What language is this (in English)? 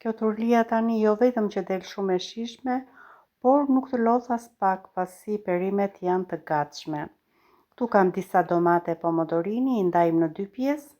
Albanian